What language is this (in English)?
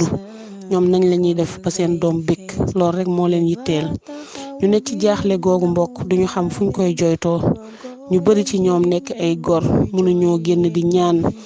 Wolof